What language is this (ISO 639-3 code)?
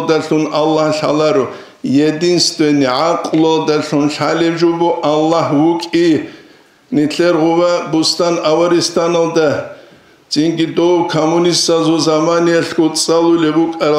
ava